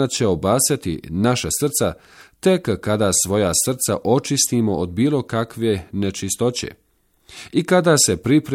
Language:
Bosnian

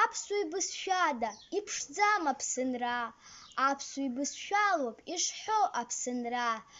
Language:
Abkhazian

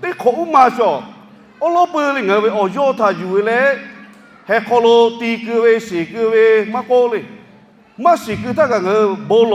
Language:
Lahu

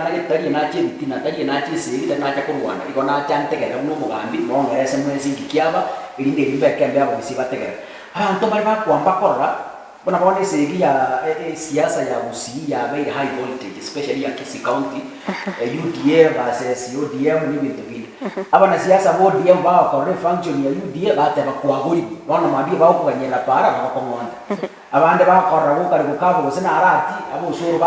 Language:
Gusii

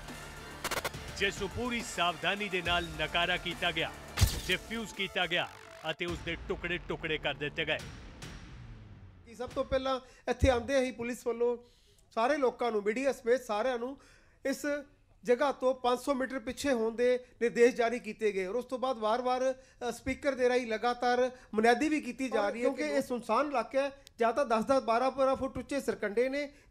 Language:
Punjabi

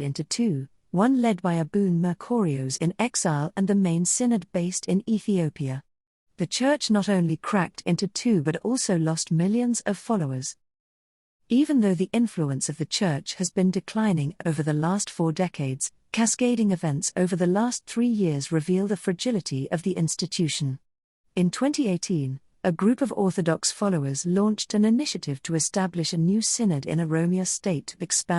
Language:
English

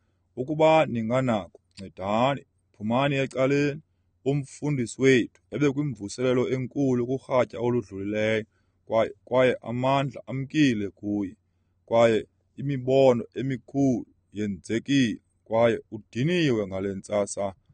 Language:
Xhosa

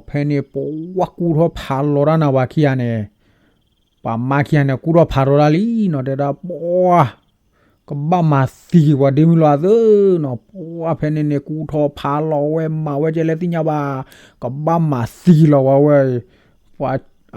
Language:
S'gaw Karen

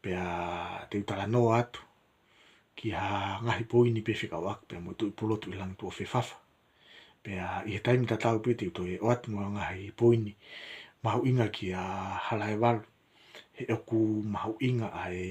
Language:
Tongan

